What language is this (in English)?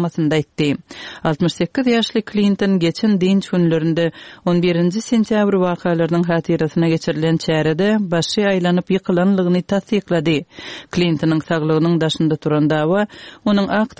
Turkmen